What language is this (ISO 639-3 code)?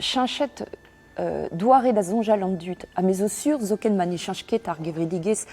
bre